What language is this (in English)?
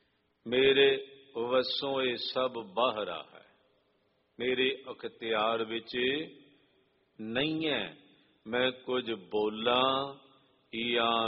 Punjabi